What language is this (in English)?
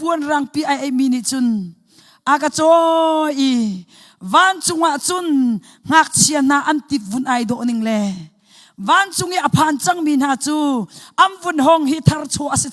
Hakha Chin